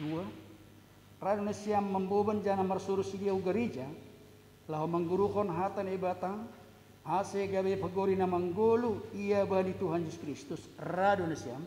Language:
Batak Simalungun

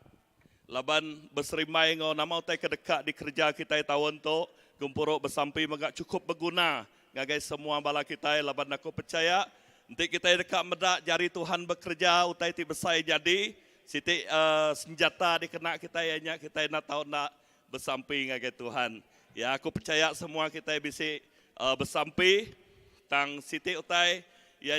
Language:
Iban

